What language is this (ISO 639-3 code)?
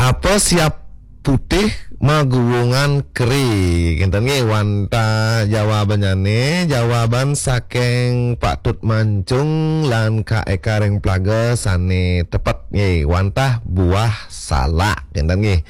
ban